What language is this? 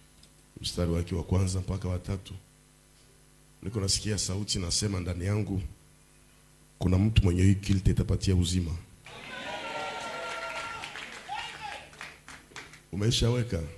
Swahili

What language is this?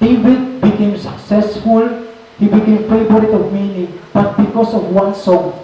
Waray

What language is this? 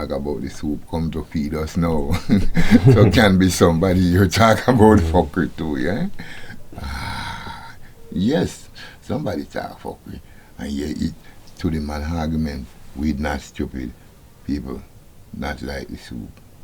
Jamaican Creole English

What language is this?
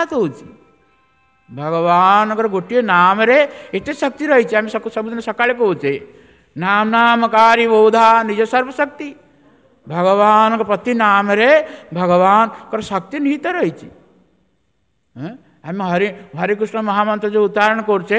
Odia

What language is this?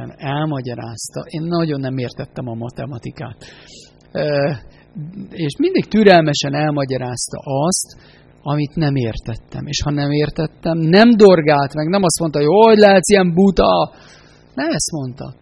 Hungarian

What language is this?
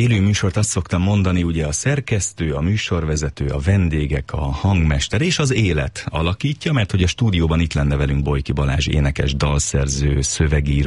Hungarian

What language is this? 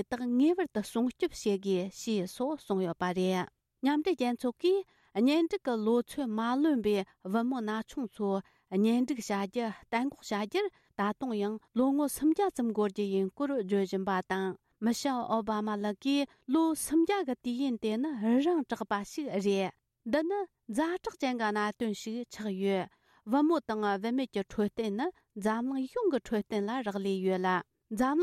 Tibetan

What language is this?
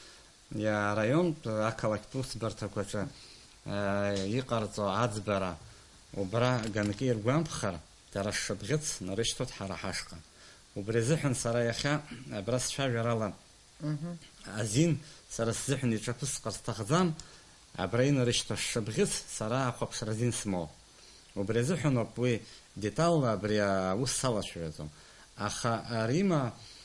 Abkhazian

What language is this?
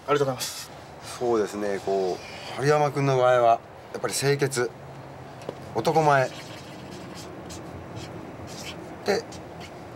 Japanese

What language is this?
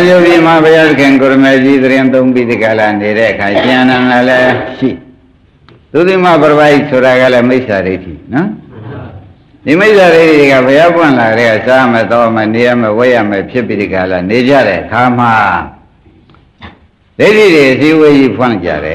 Burmese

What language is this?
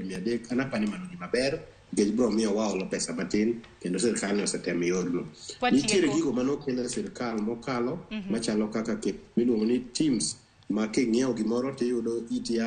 Luo (Kenya and Tanzania)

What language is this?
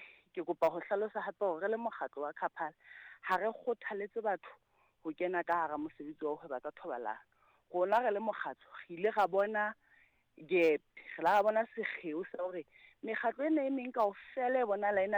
Southern Sotho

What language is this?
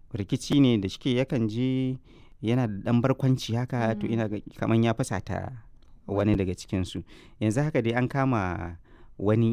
Hausa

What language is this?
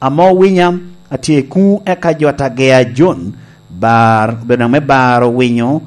Lango (Uganda)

